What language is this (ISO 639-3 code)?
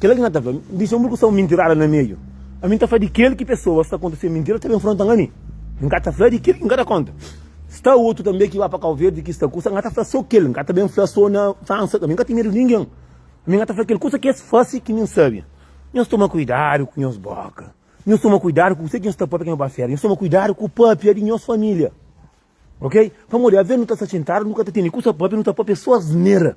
kea